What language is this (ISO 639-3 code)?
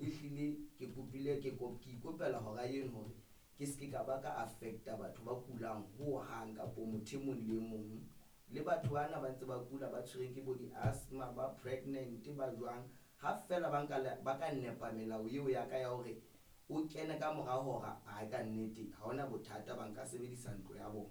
sot